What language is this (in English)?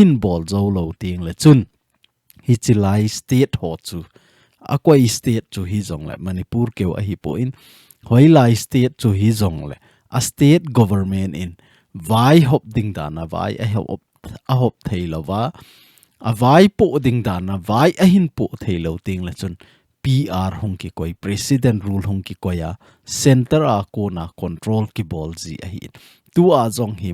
Thado Chin